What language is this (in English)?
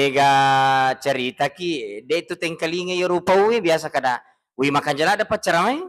Buginese